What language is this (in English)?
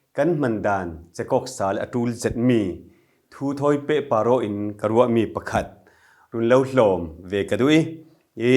Falam Chin